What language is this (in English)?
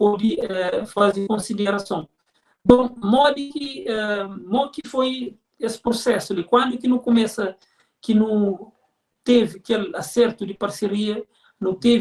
Kabuverdianu